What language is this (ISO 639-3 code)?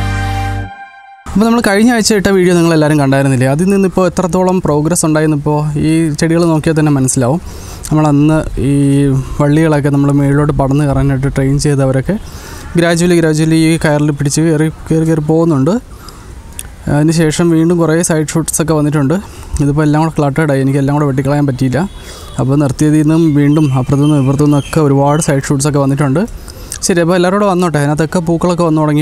mal